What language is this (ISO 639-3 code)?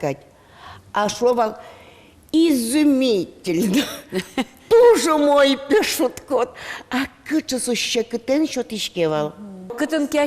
udm